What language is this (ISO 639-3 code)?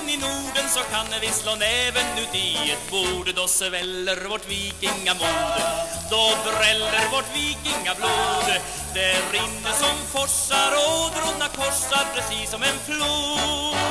swe